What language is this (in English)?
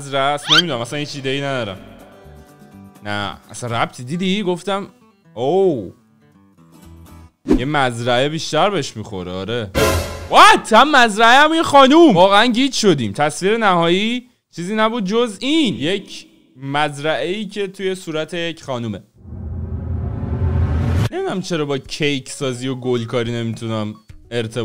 Persian